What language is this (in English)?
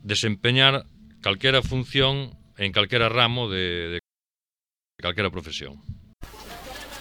Galician